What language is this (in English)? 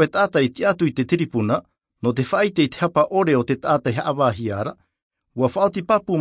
Tahitian